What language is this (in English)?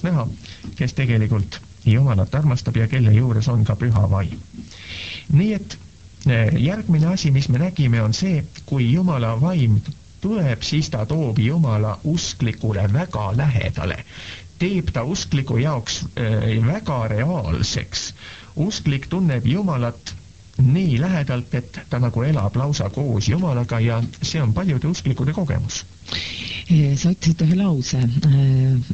Estonian